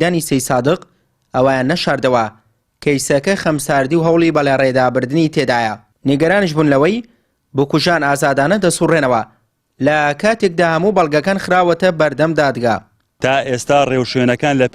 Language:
Central Kurdish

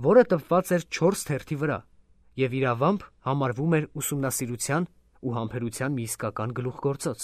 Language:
Armenian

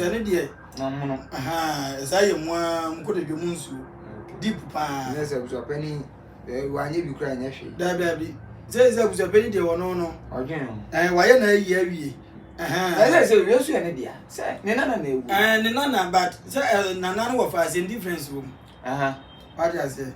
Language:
Akan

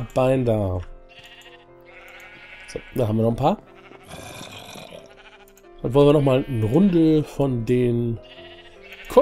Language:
German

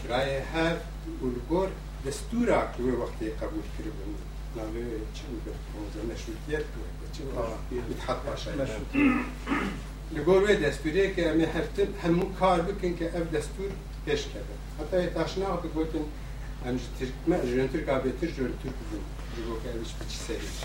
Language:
Kurdish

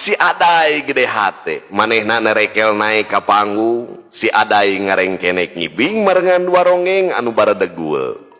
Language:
Sundanese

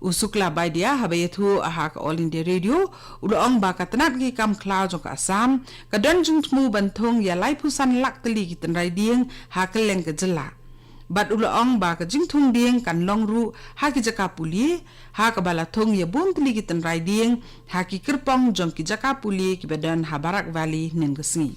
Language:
Khasi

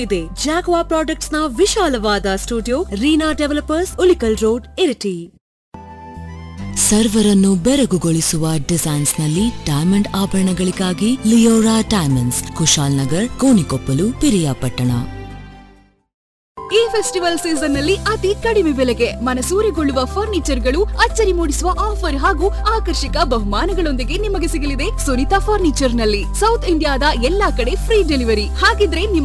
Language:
Kannada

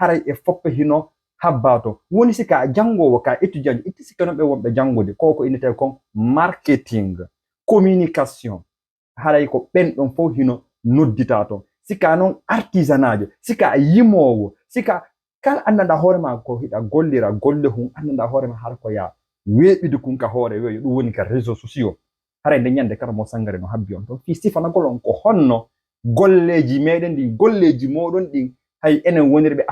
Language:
Fula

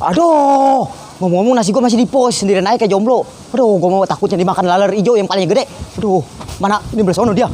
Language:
Betawi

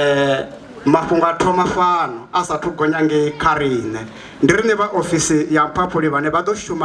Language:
Venda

